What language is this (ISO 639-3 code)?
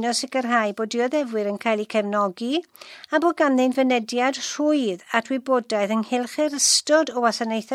cym